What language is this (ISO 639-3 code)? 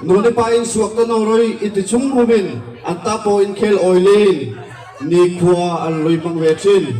dln